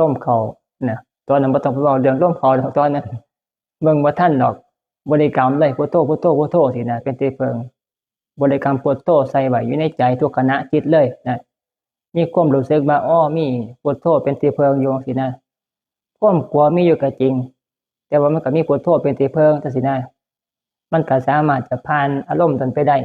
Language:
Northeastern Thai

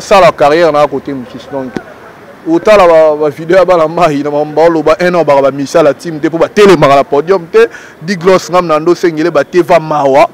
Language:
Lingala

